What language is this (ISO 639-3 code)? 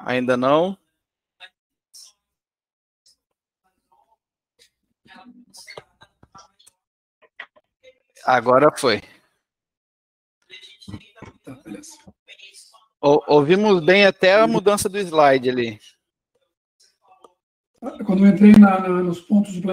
por